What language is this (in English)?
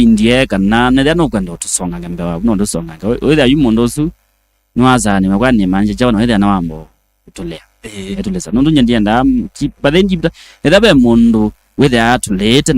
Kamba